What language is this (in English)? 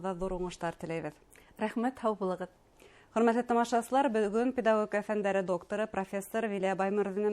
Bashkir